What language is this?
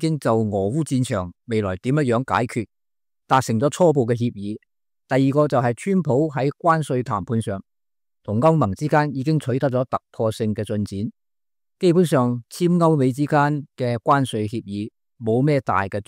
Cantonese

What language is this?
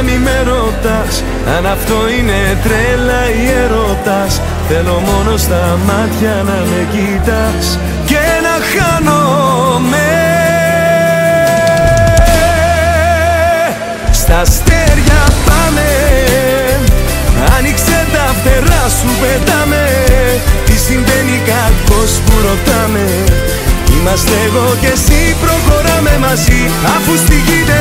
Greek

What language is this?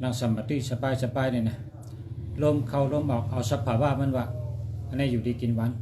Shan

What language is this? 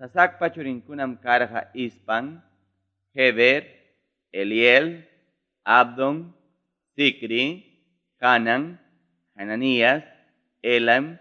Ayacucho Quechua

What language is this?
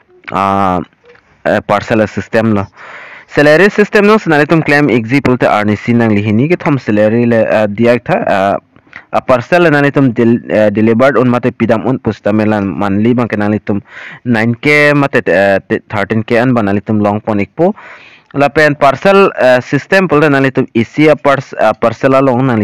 Karbi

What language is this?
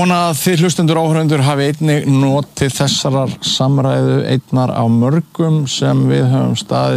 Icelandic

